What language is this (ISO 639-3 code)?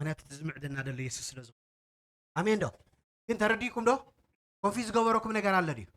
tir